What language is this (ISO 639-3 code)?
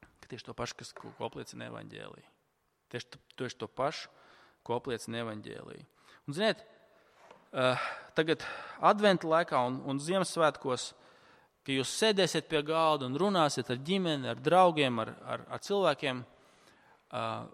lav